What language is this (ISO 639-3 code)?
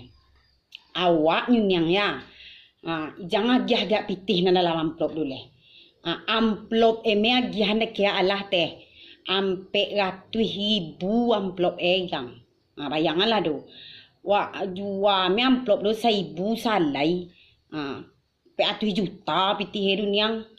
min